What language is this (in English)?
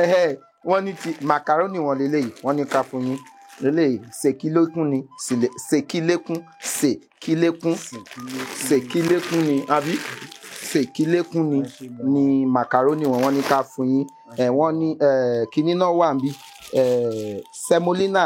Yoruba